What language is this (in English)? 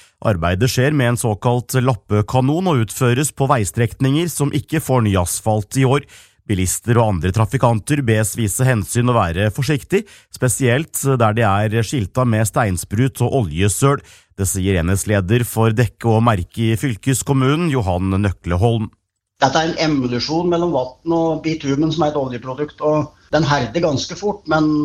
Norwegian